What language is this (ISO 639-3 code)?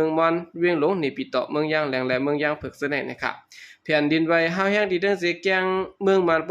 shn